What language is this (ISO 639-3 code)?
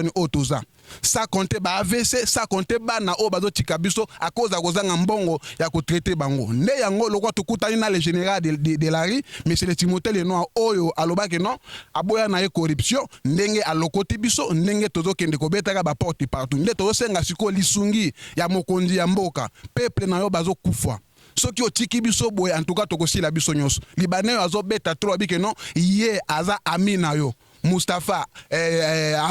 lin